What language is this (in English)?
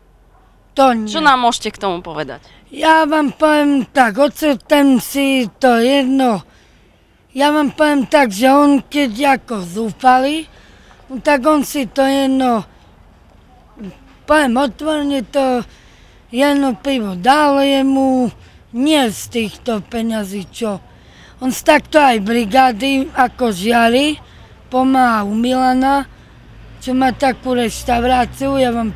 Slovak